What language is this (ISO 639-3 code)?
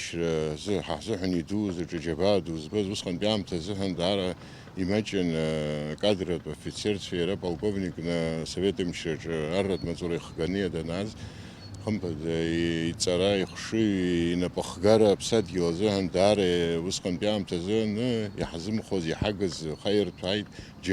abk